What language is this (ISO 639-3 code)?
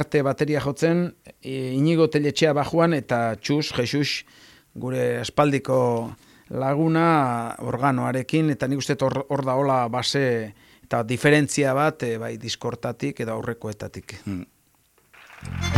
eus